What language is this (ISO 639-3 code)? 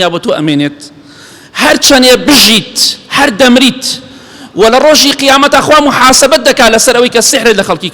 ckb